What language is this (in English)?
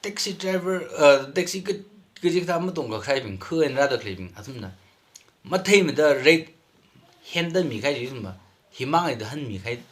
Tangkhul Naga (India)